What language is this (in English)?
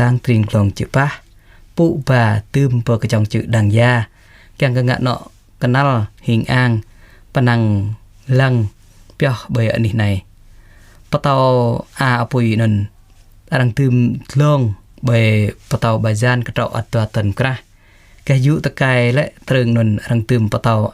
Jarai